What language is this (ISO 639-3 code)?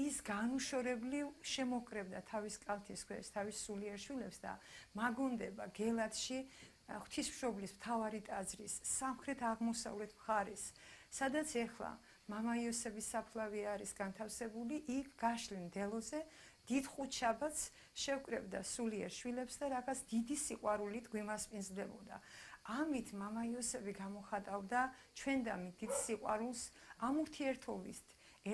kat